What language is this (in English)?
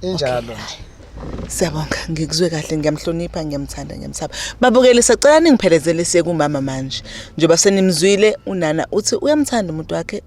Zulu